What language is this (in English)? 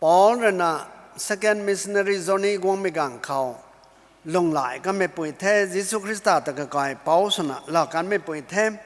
Rongmei Naga